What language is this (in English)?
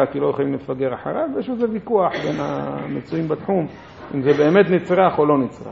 Hebrew